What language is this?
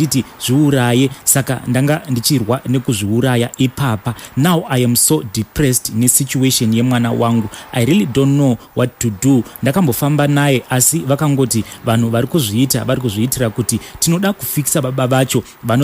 Shona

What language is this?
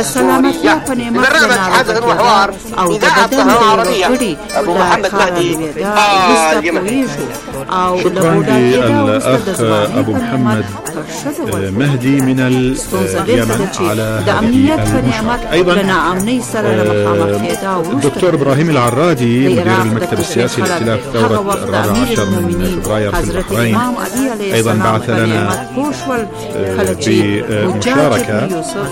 Arabic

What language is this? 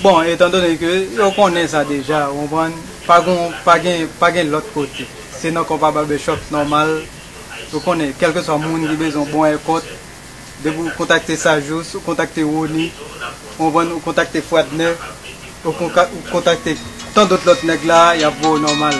Haitian Creole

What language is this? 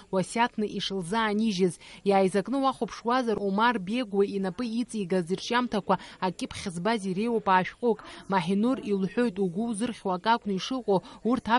Abkhazian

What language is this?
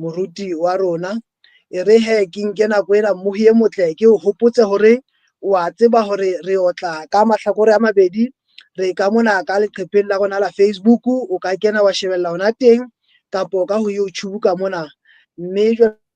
Southern Sotho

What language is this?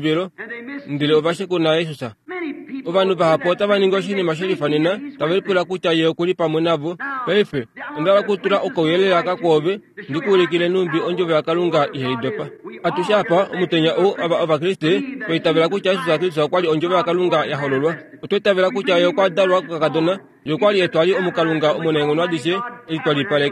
Kuanyama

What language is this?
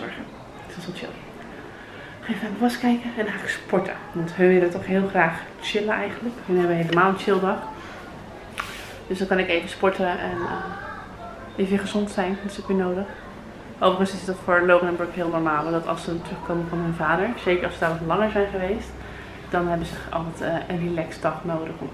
Dutch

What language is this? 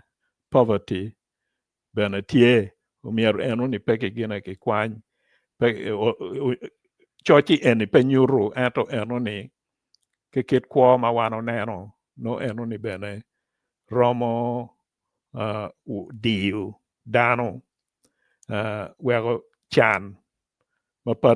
Acoli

